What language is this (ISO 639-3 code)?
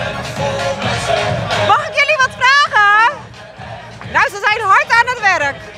nld